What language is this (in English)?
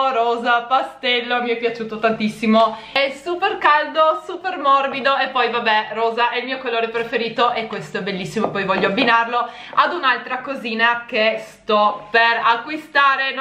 Italian